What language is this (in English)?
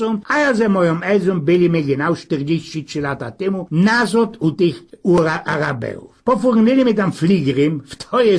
Silesian